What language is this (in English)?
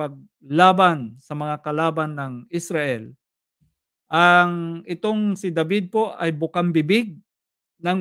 Filipino